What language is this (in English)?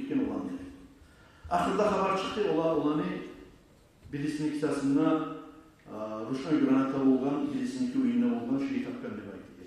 Kumyk